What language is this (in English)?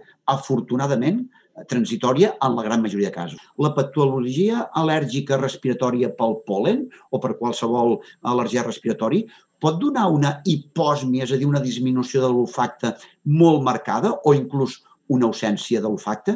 Catalan